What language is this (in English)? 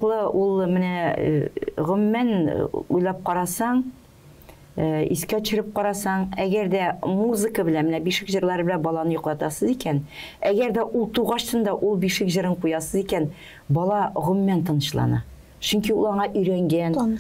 Tatar